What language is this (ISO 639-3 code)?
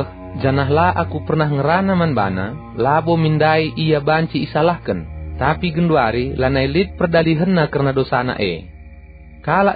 btx